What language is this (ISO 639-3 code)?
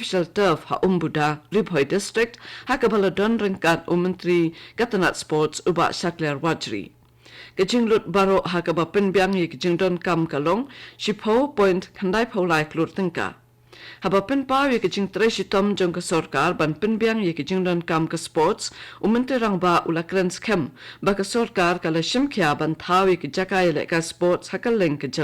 kha